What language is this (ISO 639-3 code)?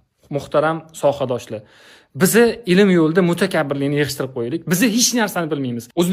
uzb